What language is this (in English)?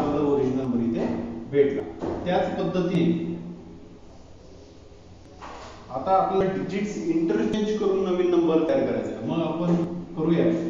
Marathi